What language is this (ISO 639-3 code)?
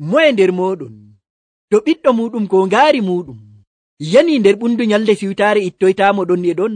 fuv